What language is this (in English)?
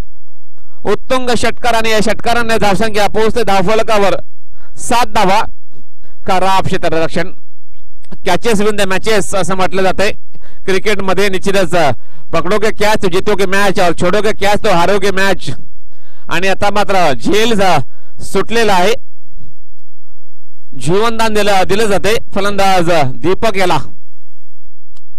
Marathi